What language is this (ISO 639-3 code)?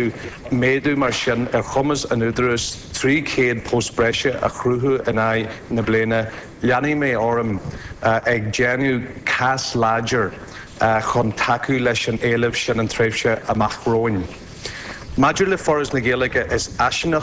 gle